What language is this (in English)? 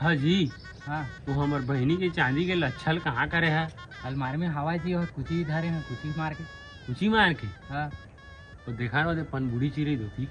Chhattisgarhi